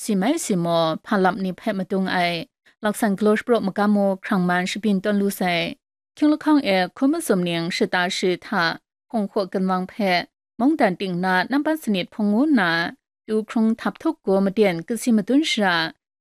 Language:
Kachin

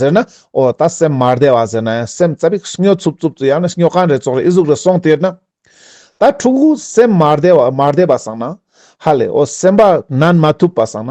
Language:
Ladakhi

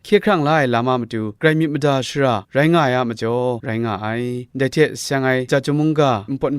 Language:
Kachin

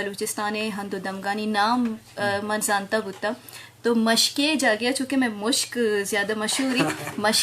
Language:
Eastern Balochi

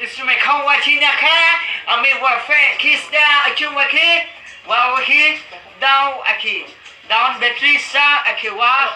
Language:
Karbi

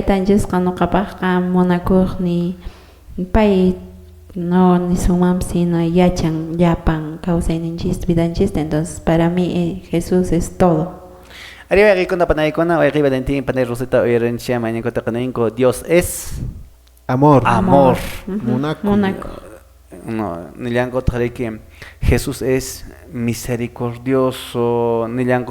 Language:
Quechua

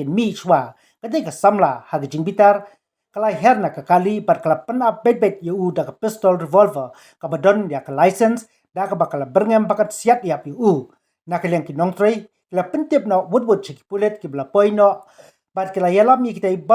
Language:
Khasi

